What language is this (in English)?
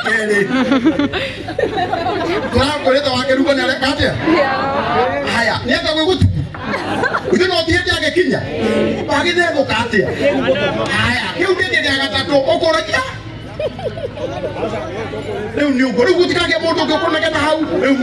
Kikuyu